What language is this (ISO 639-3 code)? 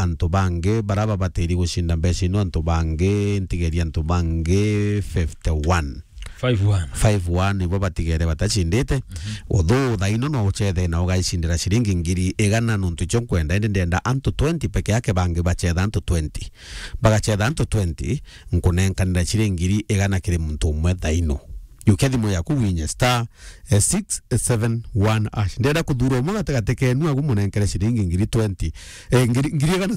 mer